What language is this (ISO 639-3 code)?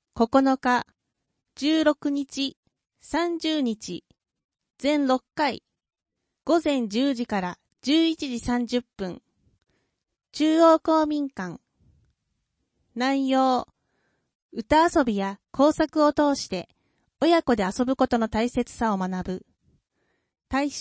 jpn